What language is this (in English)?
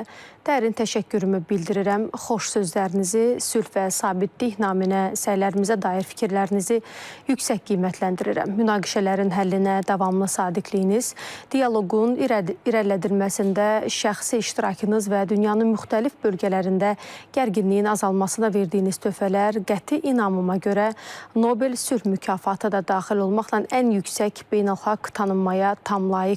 Azerbaijani